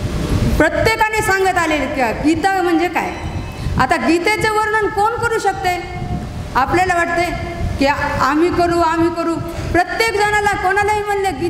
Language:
Marathi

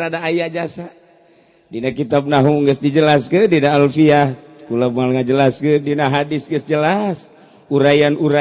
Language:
Sundanese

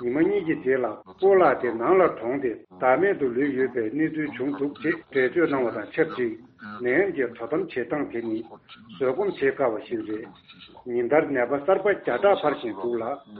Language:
Tibetan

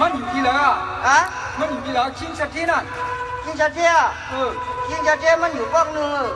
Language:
Shan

